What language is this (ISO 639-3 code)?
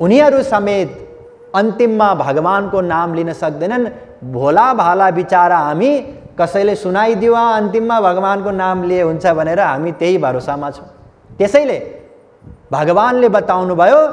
nep